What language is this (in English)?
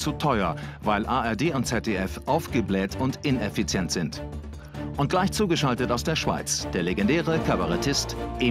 German